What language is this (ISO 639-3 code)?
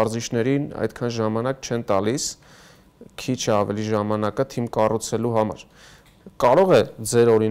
hye